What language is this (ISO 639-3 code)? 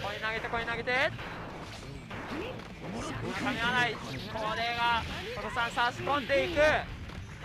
jpn